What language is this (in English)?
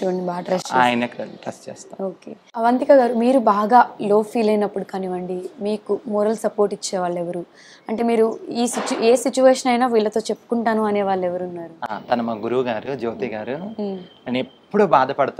Telugu